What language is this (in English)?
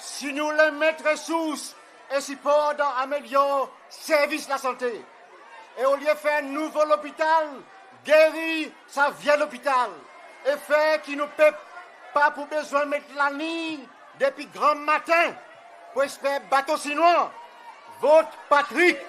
Seselwa Creole French